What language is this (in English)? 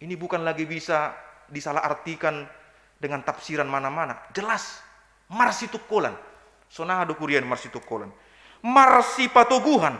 Batak Simalungun